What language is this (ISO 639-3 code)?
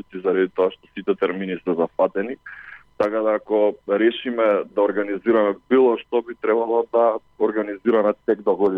mkd